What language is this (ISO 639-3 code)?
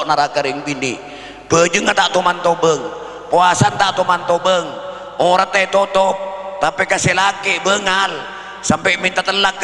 mad